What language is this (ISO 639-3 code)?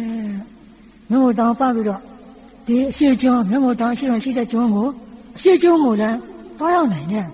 mya